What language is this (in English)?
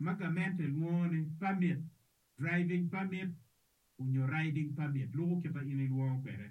Acoli